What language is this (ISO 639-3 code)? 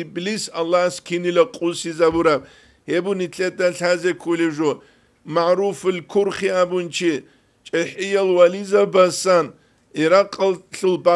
ava